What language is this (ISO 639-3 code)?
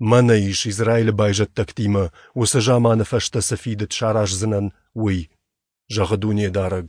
oss